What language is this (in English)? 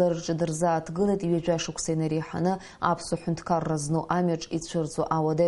Abkhazian